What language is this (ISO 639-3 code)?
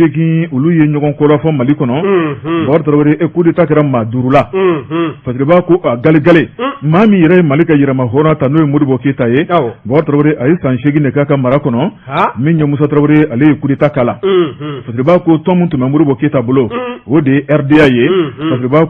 bam